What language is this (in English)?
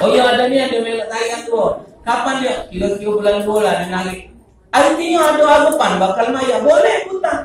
Musi